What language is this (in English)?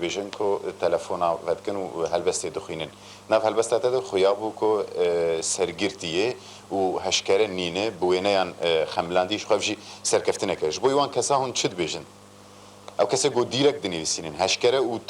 Kurdish